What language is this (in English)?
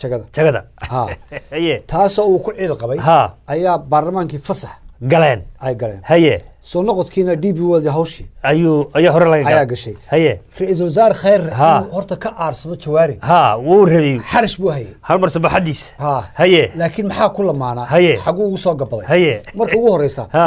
Somali